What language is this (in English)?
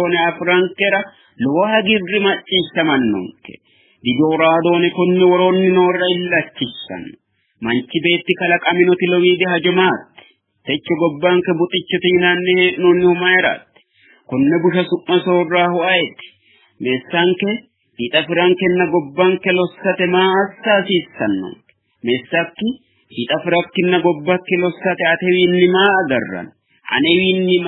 Sidamo